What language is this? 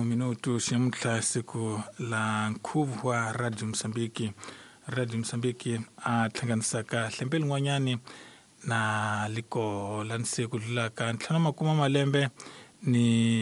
Tsonga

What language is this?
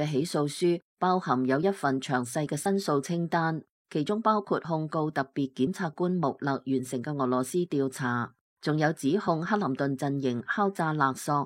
Cantonese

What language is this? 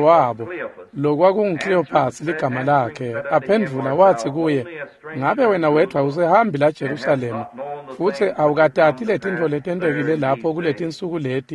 Swati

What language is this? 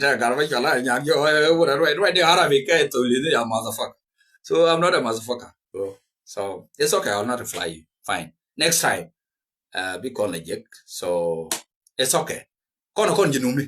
Nuer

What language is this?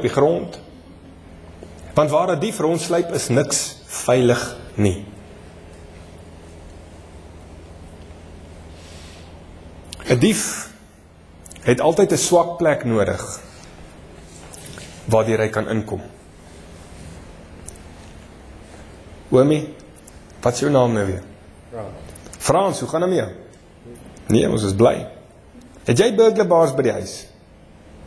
Afrikaans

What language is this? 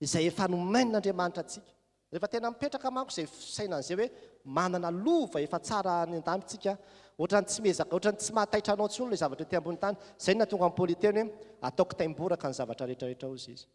Malagasy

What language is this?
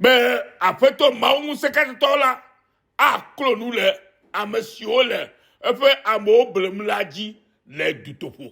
Ewe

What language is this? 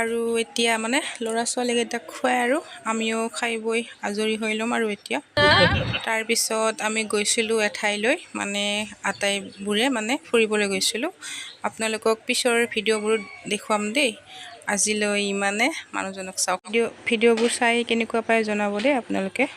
Assamese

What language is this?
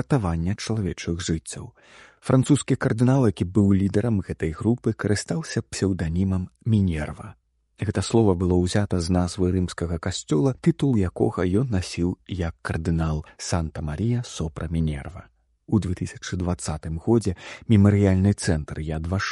Belarusian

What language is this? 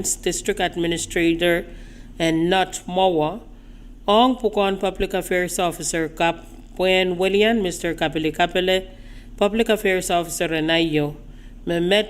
Pohnpeian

